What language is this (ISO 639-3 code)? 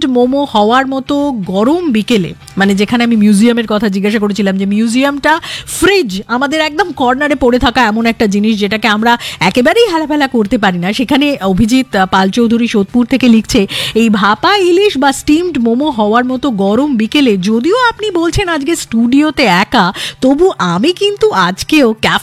ben